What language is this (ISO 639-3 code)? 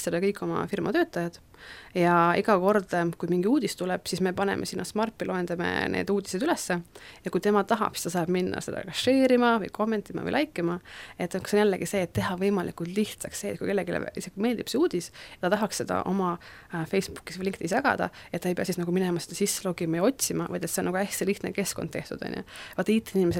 est